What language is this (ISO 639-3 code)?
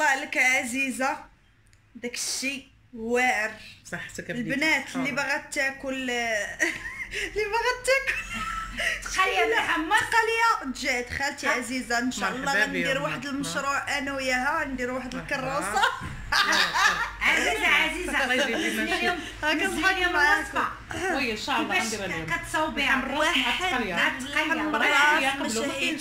ary